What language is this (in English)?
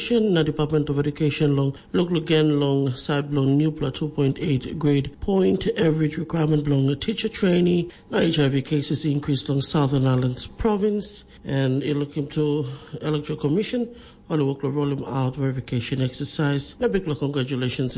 Tok Pisin